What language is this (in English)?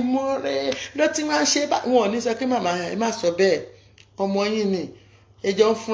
Yoruba